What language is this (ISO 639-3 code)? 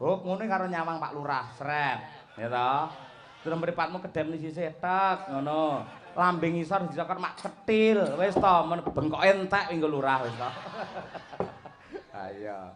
jav